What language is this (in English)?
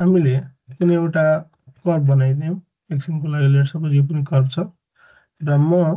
Nepali